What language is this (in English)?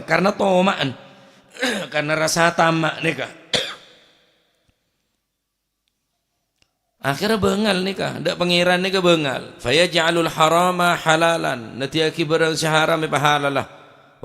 Madurese